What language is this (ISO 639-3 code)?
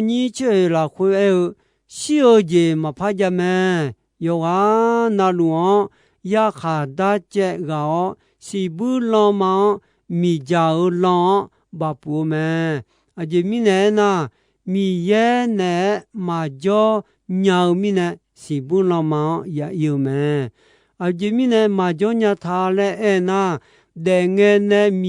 ahk